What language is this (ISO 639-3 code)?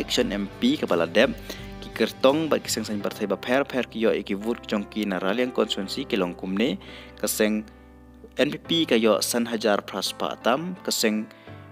kha